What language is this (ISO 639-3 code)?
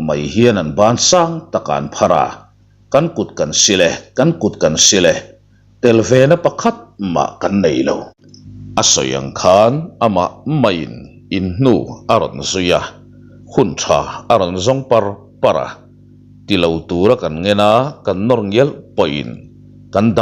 lus